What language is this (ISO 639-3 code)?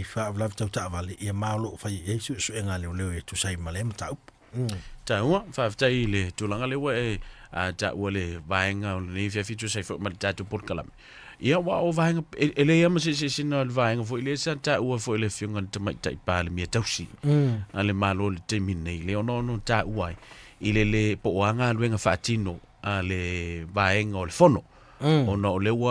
smo